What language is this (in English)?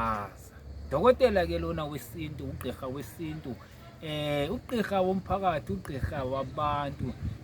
Zulu